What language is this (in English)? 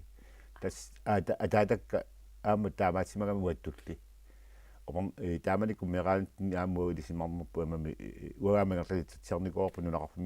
Kalaallisut